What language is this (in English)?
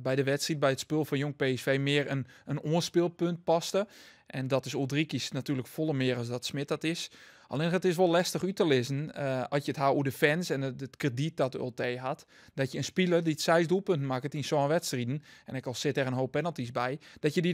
Western Frisian